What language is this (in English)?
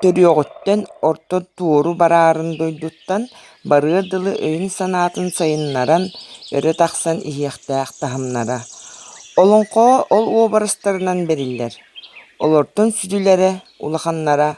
Yakut